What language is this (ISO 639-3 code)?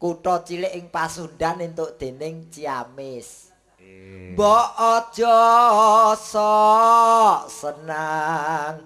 jav